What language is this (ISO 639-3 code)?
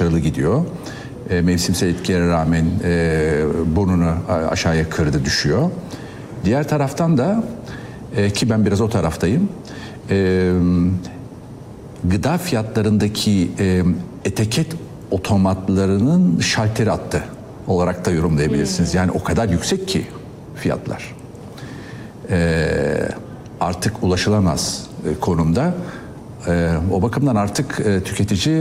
tur